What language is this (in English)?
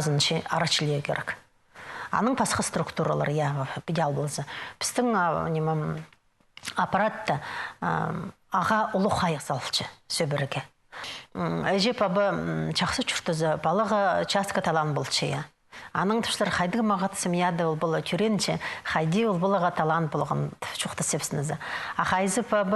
Khakas